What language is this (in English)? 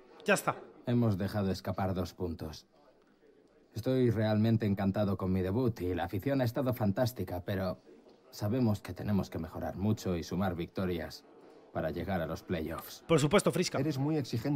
Spanish